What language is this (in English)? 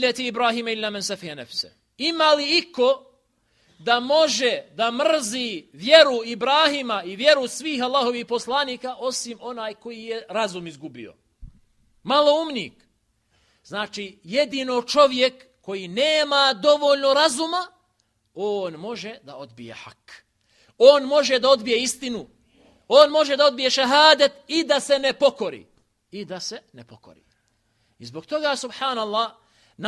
Bosnian